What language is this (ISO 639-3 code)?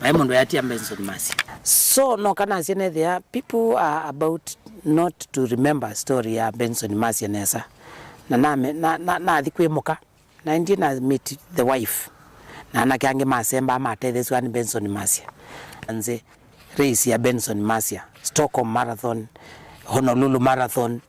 kam